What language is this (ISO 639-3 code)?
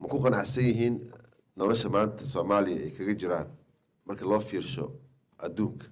som